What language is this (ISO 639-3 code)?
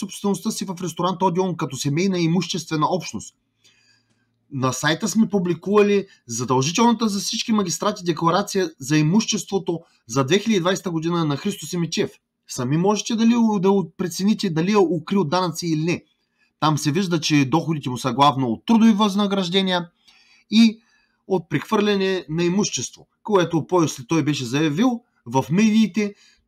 bul